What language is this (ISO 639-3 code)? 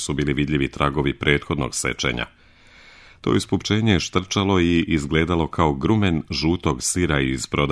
srp